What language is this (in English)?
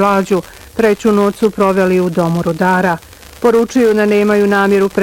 Bosnian